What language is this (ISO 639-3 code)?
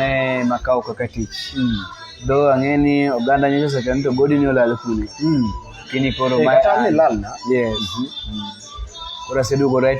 luo